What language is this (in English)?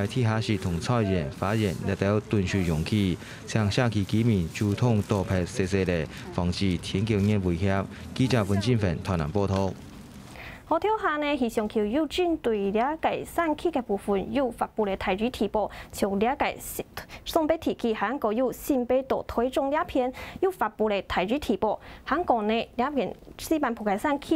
Hakka Chinese